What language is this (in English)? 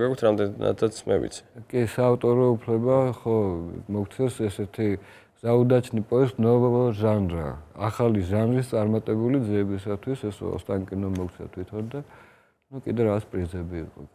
Georgian